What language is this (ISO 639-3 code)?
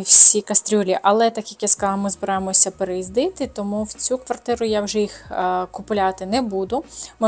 ukr